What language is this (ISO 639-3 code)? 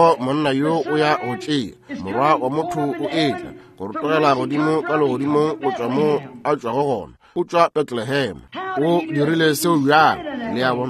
nso